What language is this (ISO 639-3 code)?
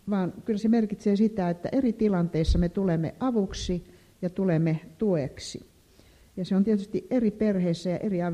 fin